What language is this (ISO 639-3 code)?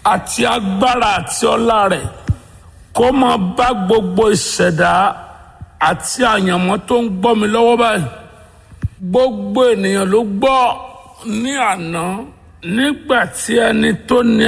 yor